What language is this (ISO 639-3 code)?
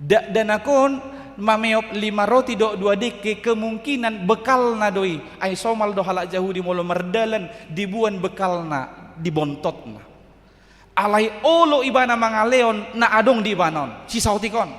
bbc